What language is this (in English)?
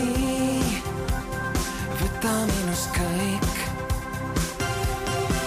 Estonian